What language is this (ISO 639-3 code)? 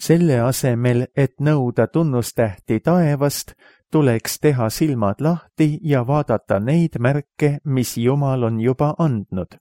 est